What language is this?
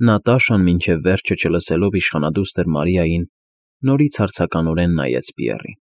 Armenian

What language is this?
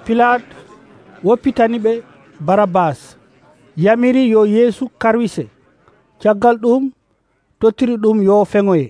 Nigerian Fulfulde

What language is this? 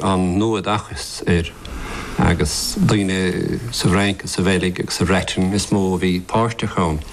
Irish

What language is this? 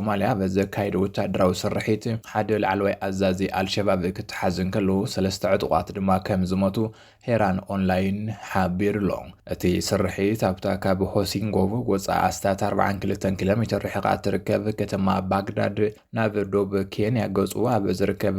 Tigrinya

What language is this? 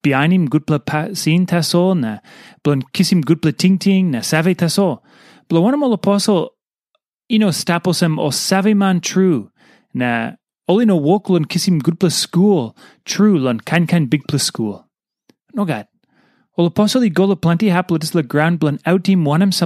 Tok Pisin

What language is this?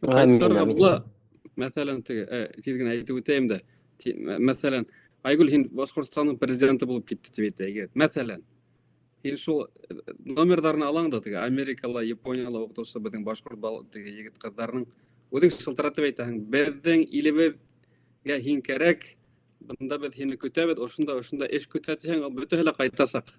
Bashkir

